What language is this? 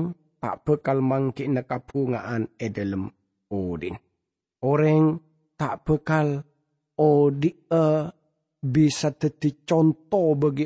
Madurese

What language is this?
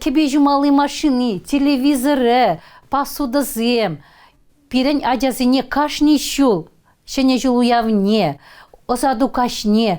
Chuvash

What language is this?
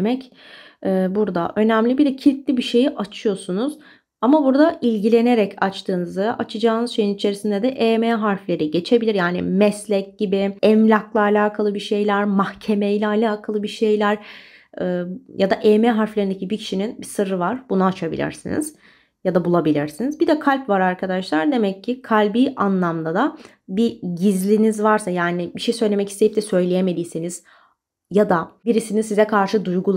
Turkish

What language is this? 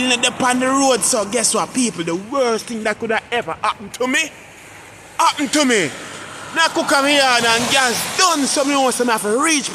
Jamaican Creole English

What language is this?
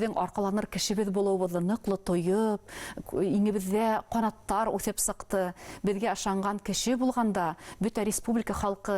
Bashkir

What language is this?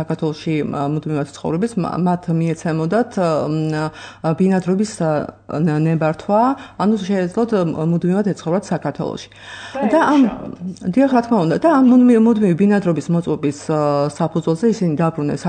Georgian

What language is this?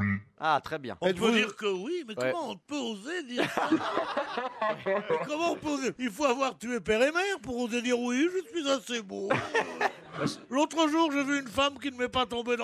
French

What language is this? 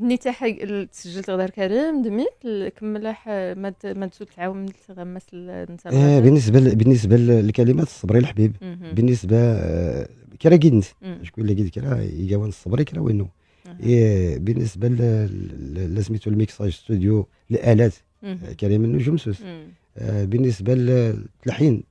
Moroccan Arabic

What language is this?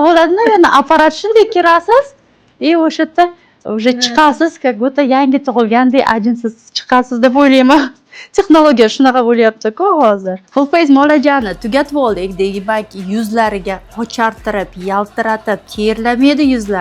Uzbek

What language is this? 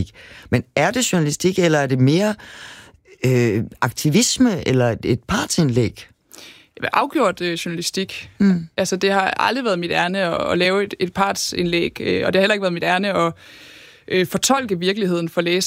Danish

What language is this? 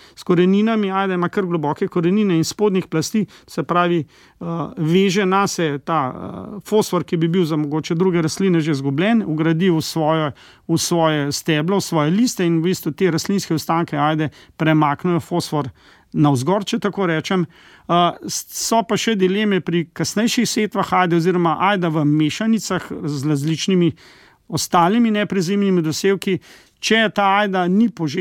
Slovenian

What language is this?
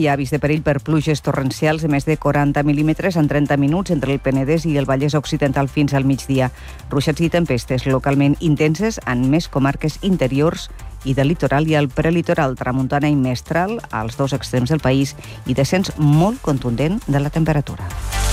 Catalan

